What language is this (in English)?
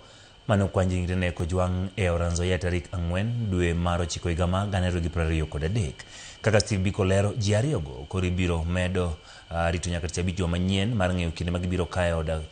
Luo (Kenya and Tanzania)